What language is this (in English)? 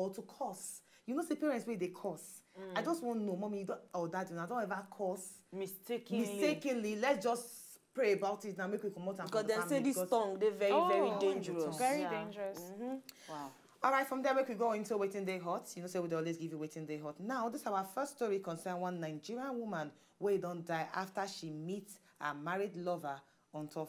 Nigerian Pidgin